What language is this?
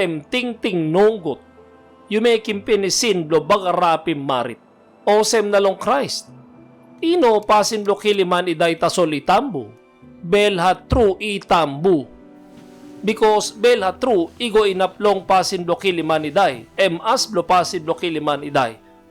Tok Pisin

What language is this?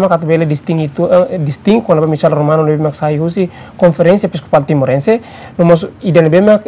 Tetum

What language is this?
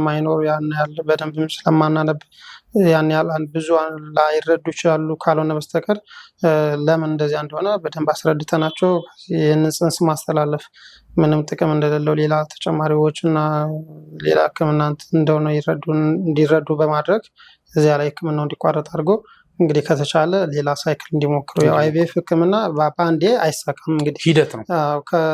Amharic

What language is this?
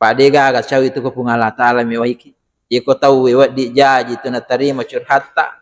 Buginese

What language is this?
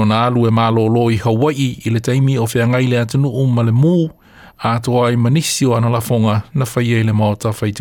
Samoan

